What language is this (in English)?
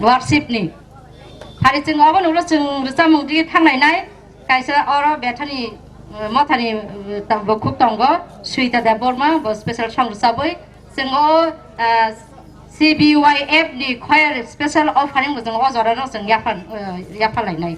Kok Borok